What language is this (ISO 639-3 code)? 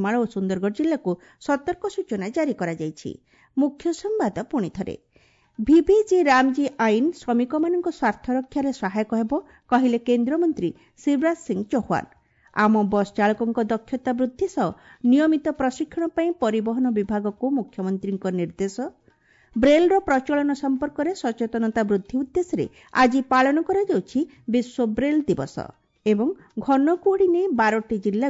ori